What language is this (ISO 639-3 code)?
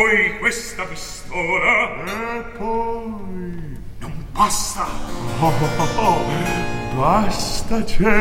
ita